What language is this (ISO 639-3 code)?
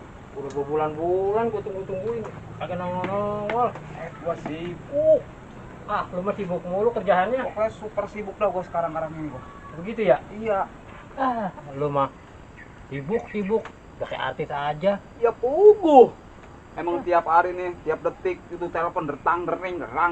bew